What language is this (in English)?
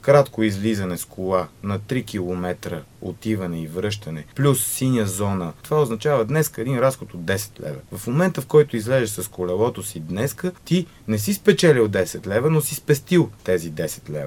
Bulgarian